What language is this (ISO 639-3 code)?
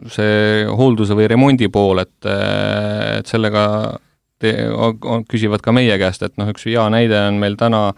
est